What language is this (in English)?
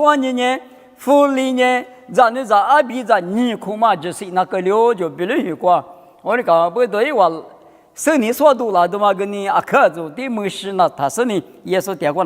Lisu